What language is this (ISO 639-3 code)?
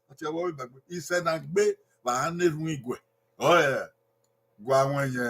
bin